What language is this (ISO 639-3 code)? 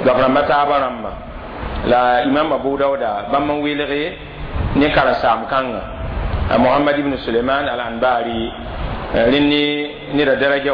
mos